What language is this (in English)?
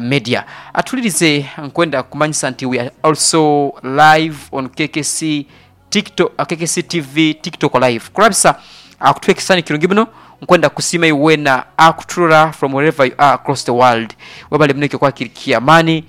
Nyankole